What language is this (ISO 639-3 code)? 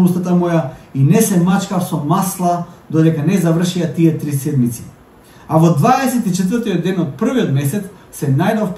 mkd